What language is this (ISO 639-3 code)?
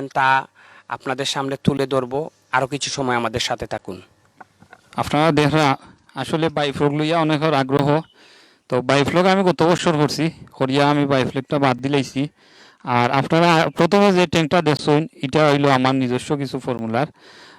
syl